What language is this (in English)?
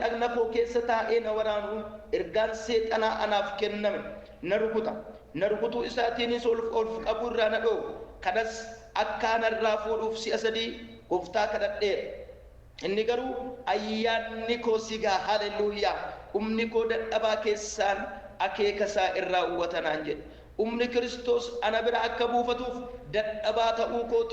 Oromo